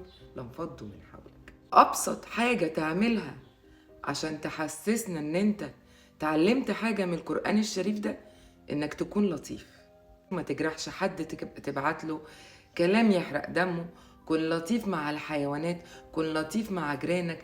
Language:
Egyptian Arabic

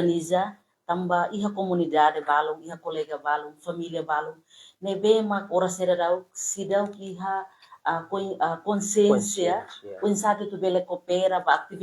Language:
Tetum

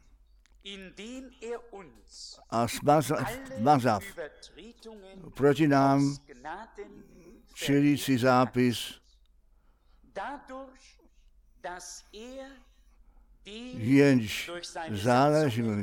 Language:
Czech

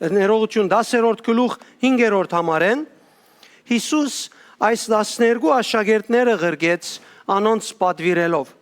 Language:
Western Armenian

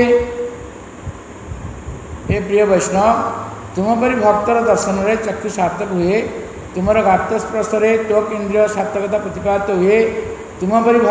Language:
Odia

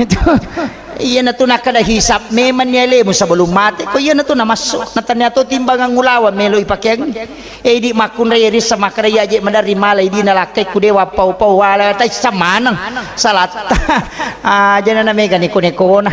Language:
Buginese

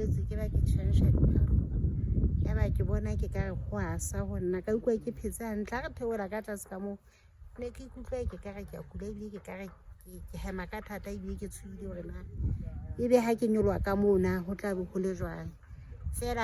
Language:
Southern Sotho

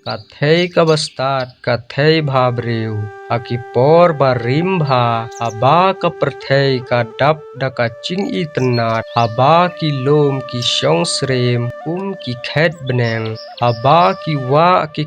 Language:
Khasi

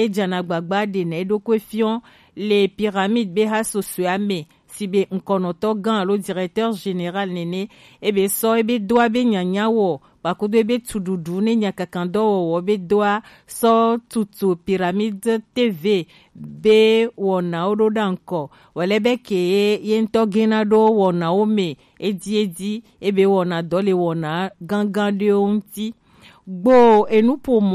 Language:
Gen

